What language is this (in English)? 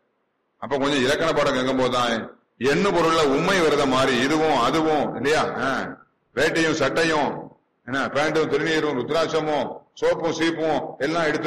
Tamil